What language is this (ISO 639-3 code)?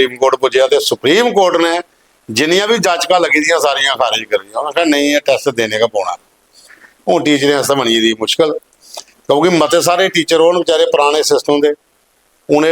doi